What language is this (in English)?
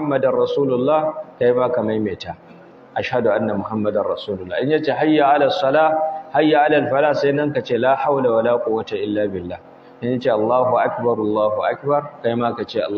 Hausa